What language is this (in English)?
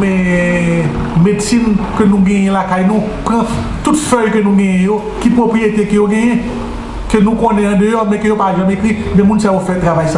Haitian Creole